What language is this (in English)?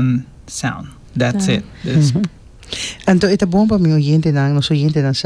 Papiamento